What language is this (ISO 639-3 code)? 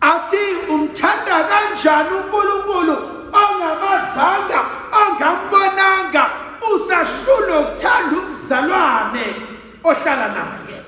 zul